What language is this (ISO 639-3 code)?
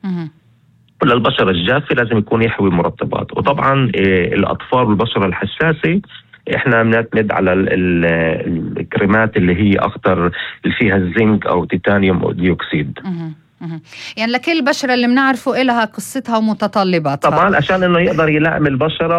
apc